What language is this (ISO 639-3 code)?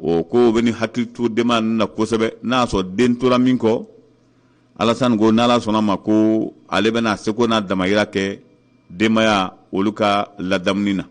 bam